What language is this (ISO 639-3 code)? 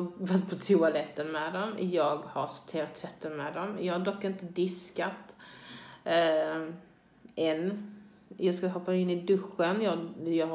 swe